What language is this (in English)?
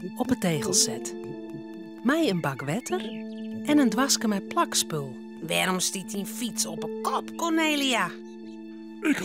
Western Frisian